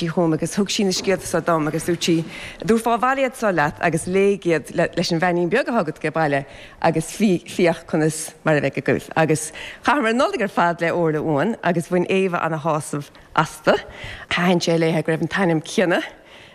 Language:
Irish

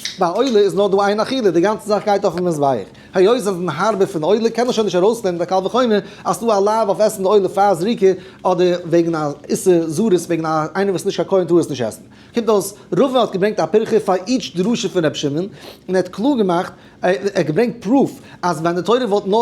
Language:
Yiddish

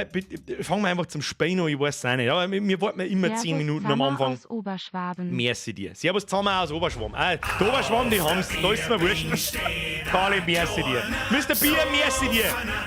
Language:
Bavarian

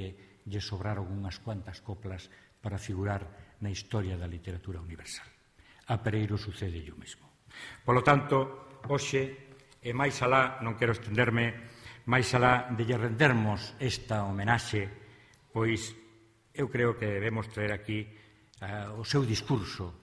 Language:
Galician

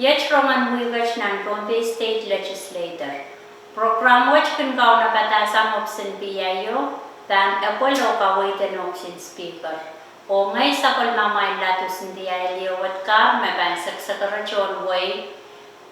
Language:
Pohnpeian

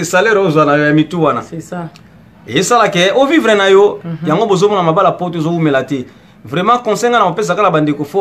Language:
Lingala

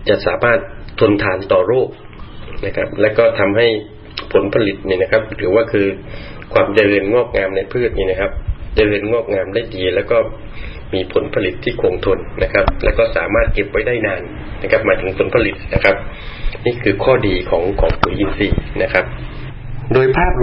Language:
Thai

